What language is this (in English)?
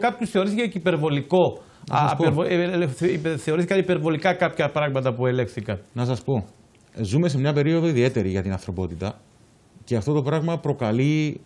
Greek